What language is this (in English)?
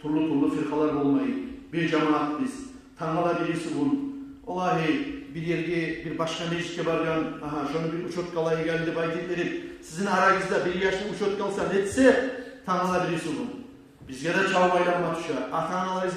Kumyk